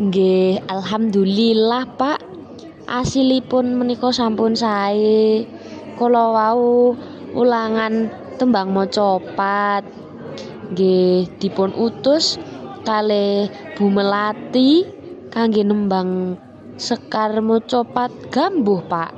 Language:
Javanese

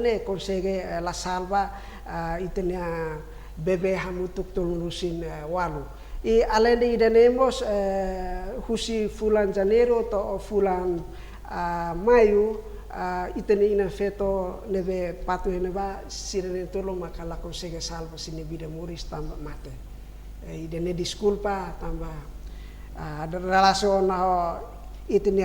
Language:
Tetum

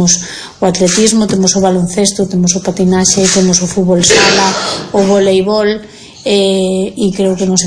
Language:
Galician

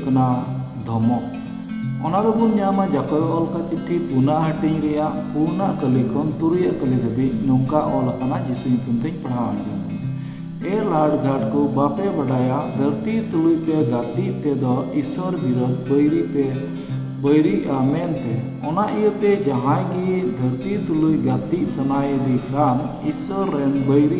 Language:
Santali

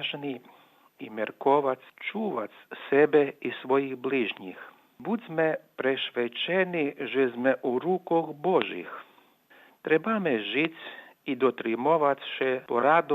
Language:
Rusyn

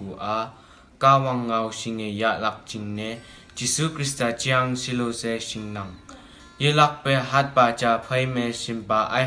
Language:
Konyak Naga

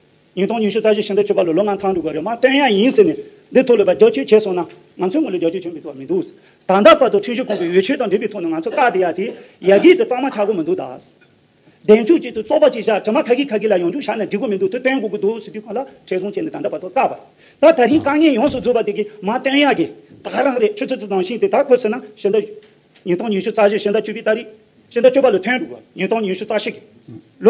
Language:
Tibetan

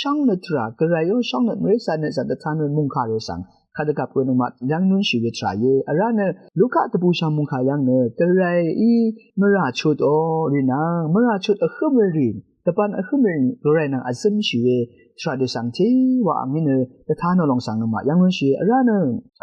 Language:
Rawang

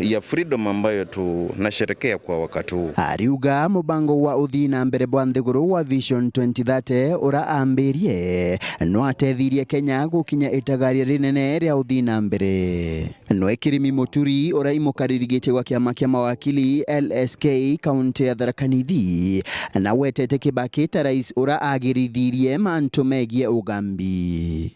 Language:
Meru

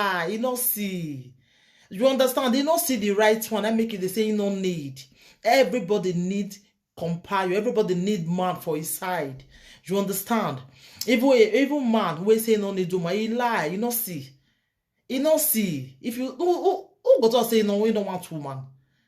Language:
Nigerian Pidgin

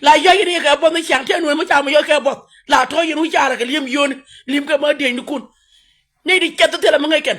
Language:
Nuer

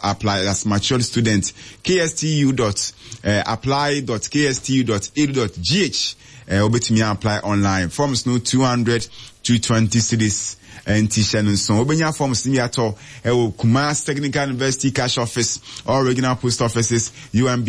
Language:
Akan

